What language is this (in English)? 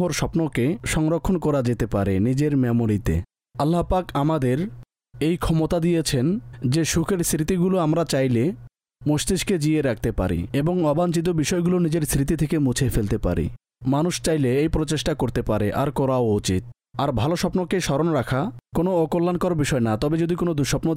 Bangla